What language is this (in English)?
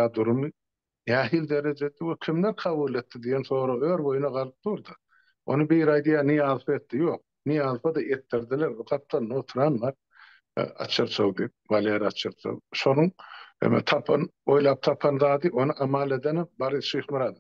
Turkmen